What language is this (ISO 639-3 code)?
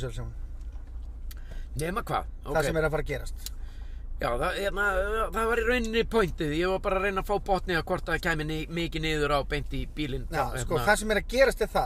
isl